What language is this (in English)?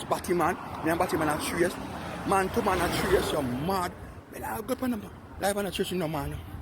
Jamaican Creole English